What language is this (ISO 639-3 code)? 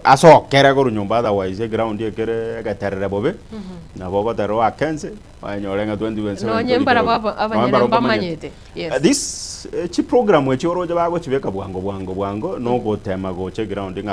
guz